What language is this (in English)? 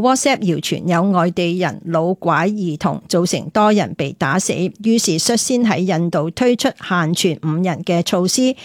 Cantonese